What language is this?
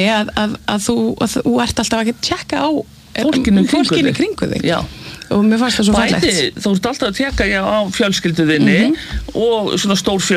Icelandic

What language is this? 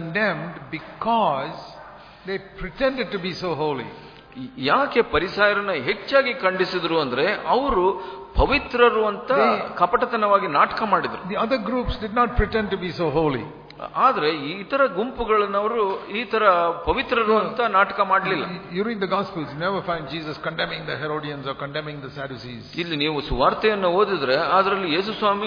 Kannada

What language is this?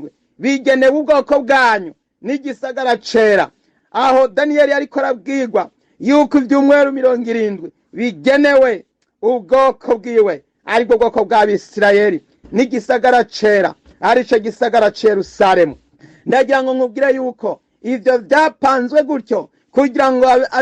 Rundi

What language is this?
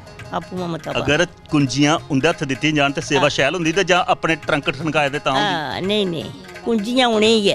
Dogri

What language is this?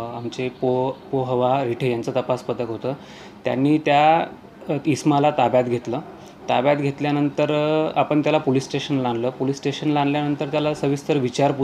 Marathi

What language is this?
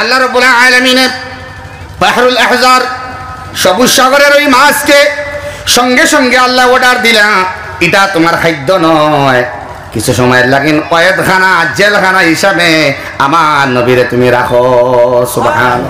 Sylheti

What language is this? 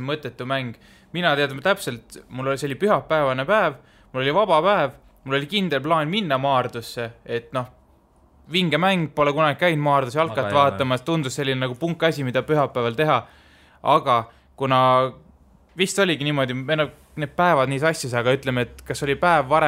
Estonian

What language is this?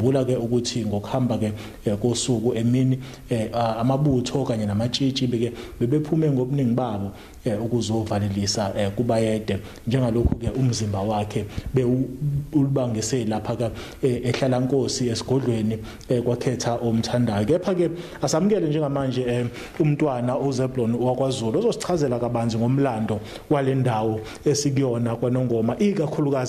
Zulu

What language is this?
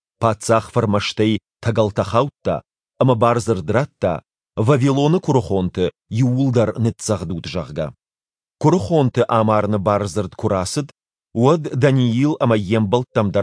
Ossetic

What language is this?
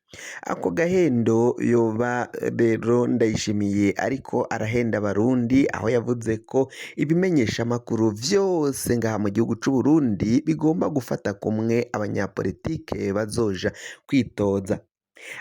Rundi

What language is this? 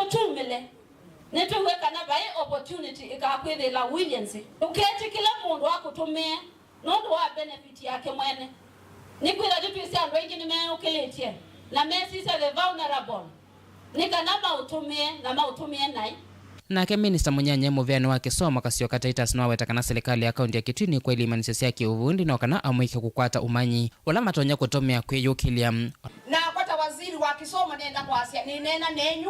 Kamba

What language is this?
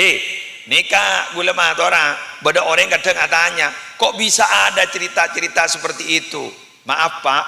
Madurese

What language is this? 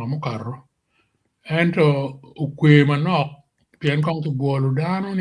Acoli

